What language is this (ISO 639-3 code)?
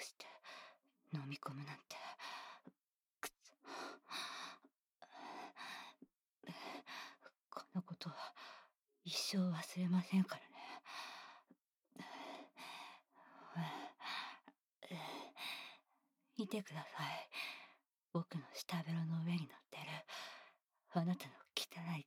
jpn